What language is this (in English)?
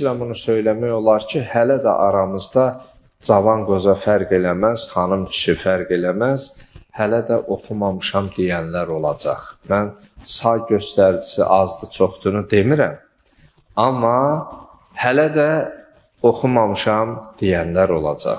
Azerbaijani